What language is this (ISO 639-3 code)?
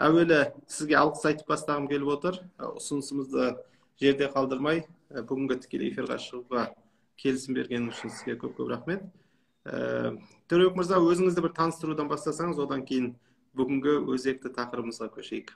kaz